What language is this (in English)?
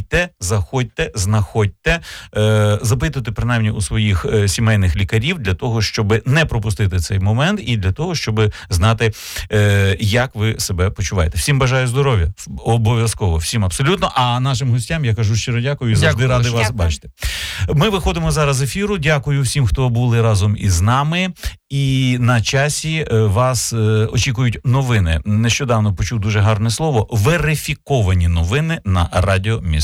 Ukrainian